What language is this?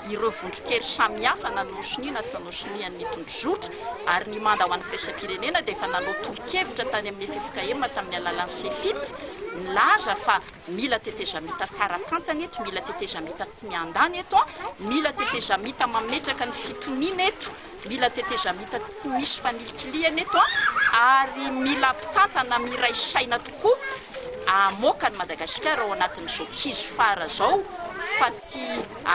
Malagasy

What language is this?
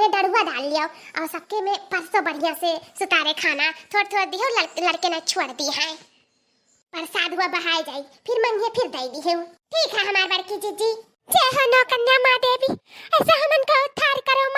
Awadhi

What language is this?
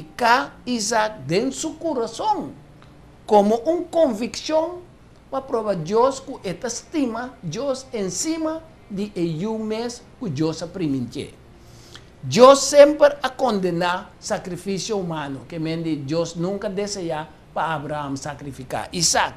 Papiamento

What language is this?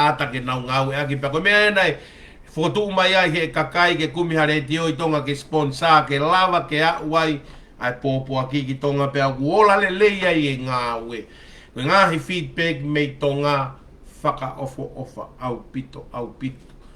Tongan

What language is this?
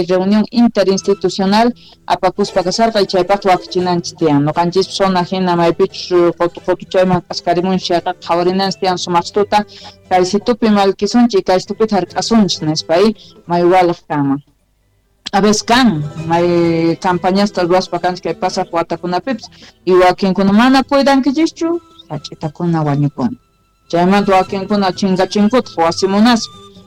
South Bolivian Quechua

